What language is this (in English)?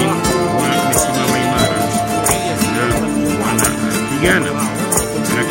Swahili